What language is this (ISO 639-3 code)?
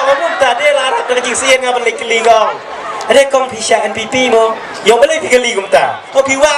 kha